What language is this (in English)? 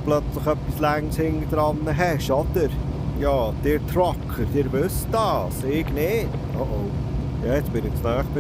Swiss German